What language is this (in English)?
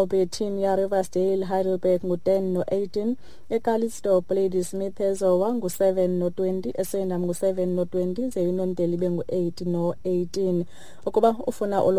Xhosa